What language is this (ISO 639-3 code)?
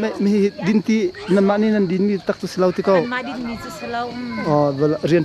cnh